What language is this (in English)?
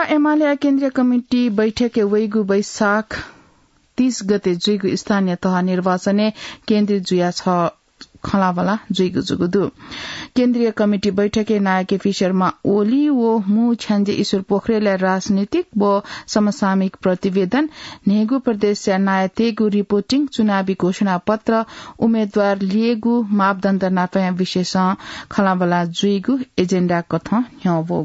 Newari